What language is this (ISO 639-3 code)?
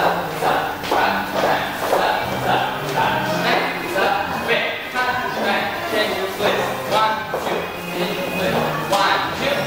heb